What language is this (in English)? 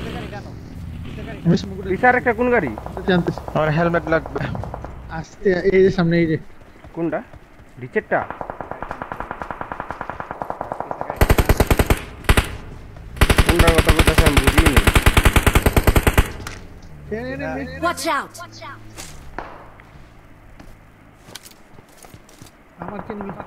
Bangla